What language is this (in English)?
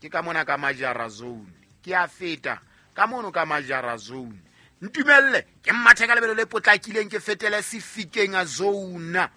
Southern Sotho